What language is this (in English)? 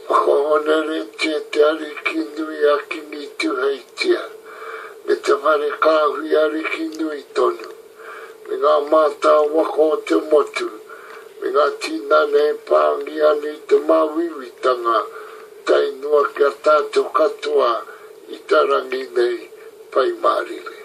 Māori